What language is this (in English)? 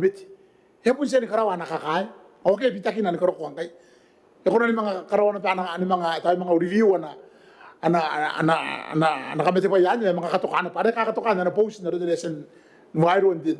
Gilbertese